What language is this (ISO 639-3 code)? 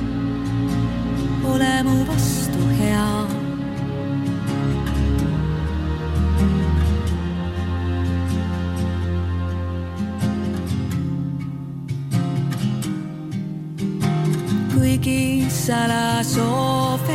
est